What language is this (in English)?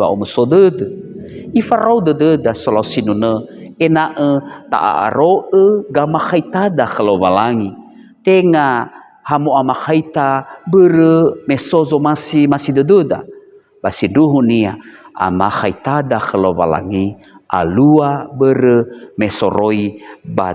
Nias